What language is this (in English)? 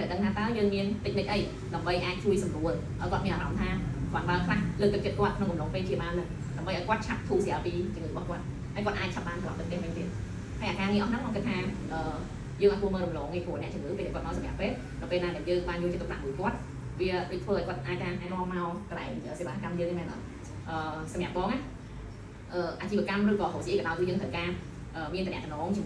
Khmer